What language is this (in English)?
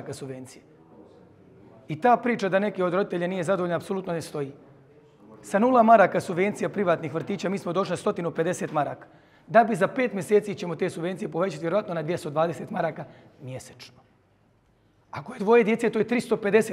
Croatian